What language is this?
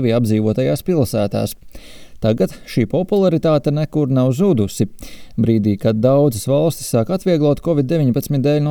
Latvian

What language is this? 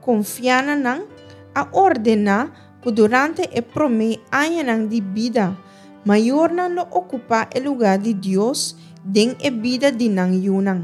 Papiamento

